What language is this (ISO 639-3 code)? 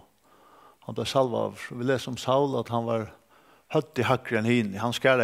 fao